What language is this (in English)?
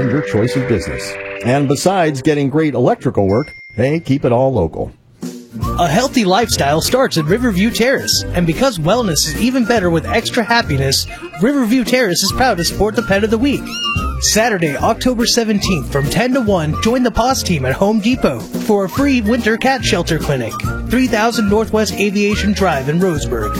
English